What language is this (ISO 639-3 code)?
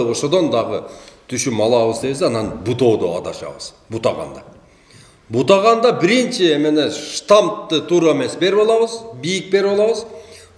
kir